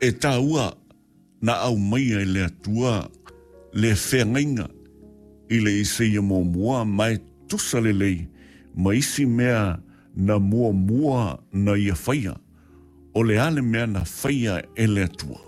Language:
Samoan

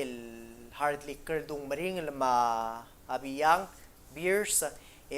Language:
Palauan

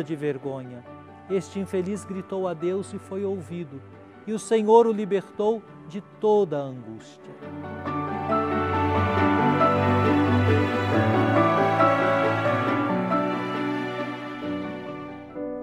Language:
Portuguese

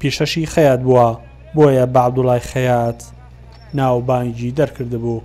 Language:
Central Kurdish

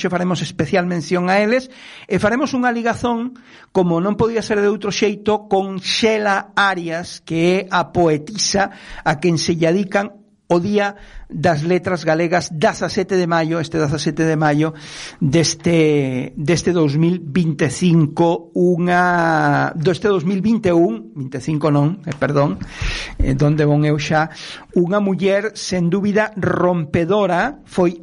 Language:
Galician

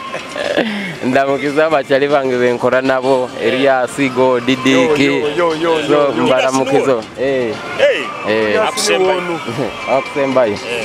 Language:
Nyoro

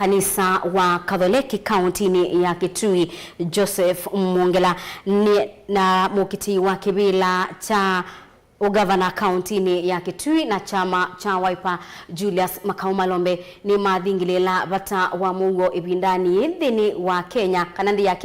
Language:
Kamba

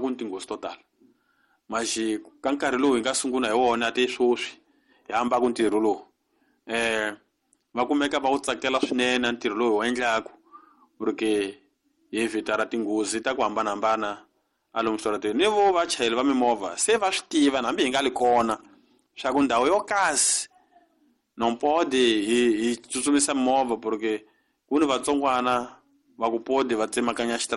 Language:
Tsonga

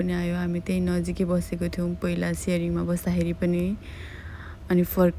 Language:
Nepali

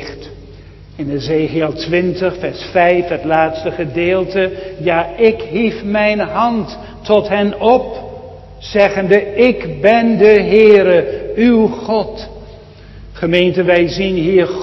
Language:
Dutch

